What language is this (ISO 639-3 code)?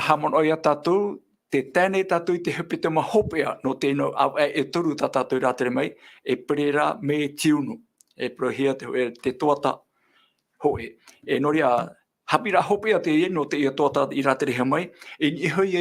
tah